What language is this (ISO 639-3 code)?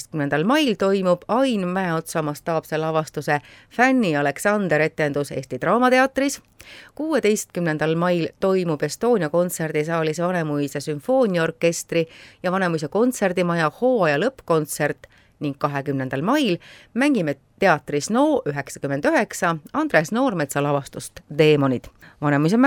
est